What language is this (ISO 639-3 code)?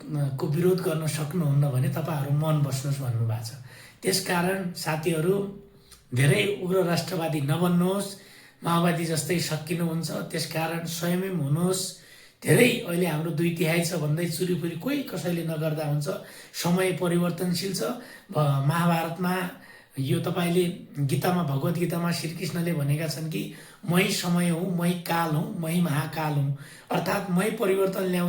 nep